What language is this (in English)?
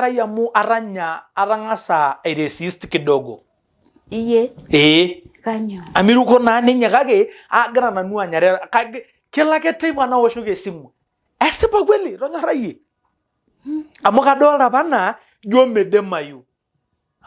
Masai